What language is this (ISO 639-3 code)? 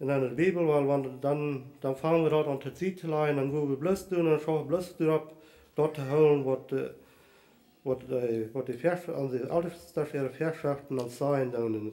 pdt